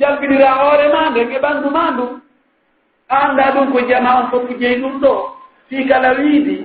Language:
Pular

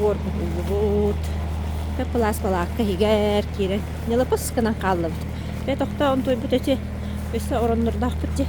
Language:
Yakut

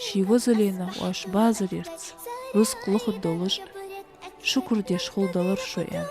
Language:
Ingush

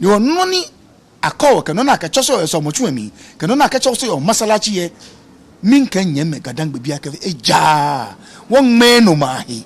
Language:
Ga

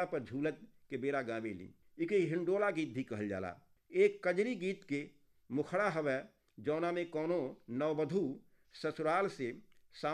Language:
Bhojpuri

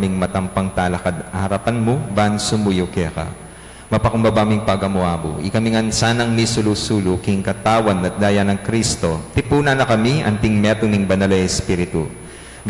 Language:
Pampanga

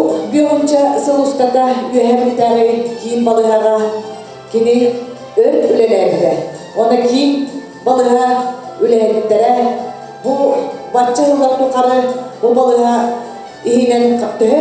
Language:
Yakut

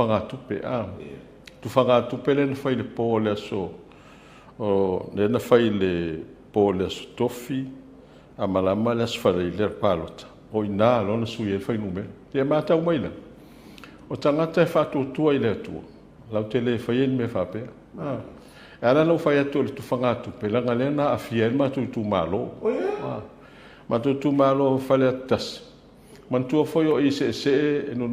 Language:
Samoan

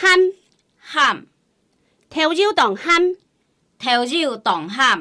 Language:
Hakka Chinese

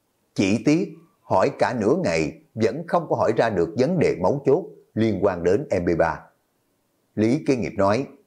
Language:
Vietnamese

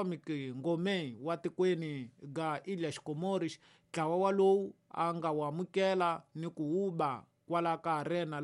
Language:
Tsonga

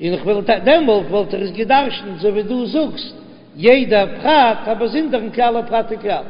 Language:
Yiddish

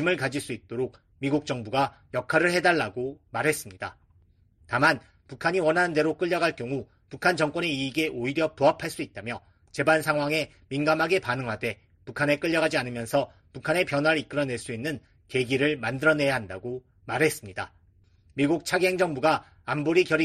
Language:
Korean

